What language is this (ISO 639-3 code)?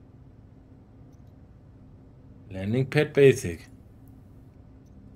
deu